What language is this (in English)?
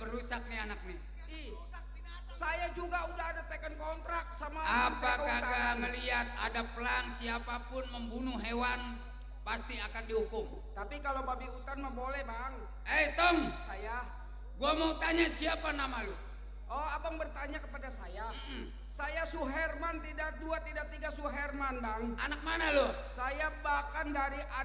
Betawi